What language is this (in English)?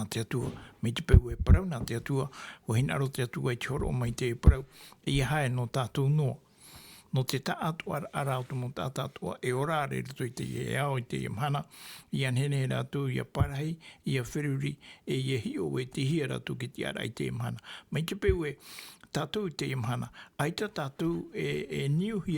Tahitian